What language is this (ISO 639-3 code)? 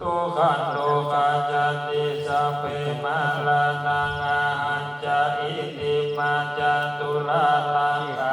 pli